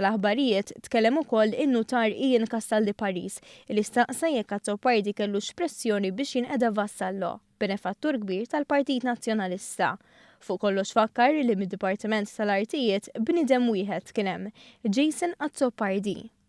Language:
Maltese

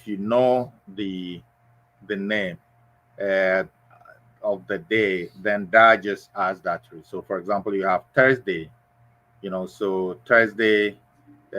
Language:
Ewe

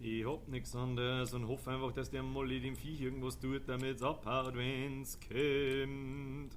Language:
Bavarian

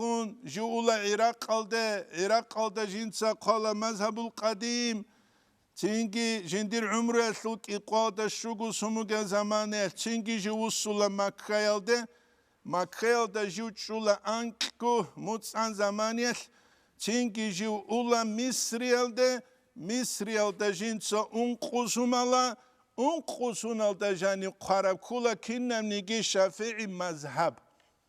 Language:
Avaric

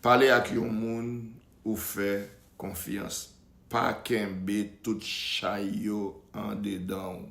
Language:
Haitian Creole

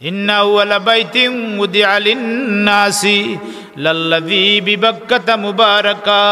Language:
Sylheti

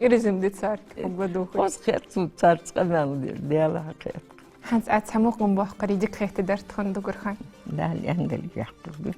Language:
Ingush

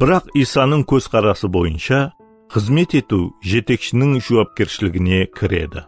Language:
Kara-Kalpak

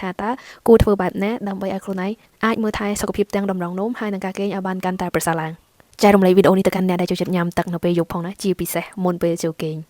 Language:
Khmer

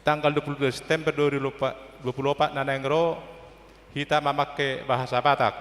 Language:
Batak Toba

